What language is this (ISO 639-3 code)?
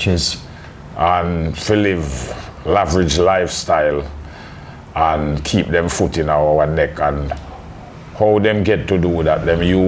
jam